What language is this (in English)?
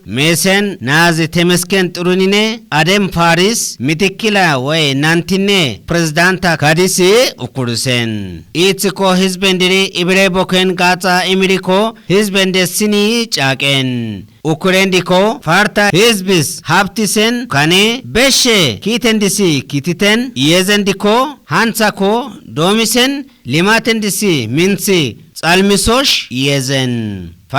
Kafa